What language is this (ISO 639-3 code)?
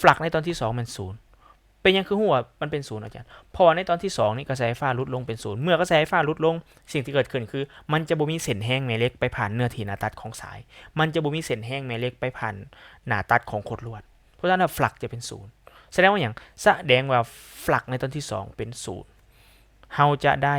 lao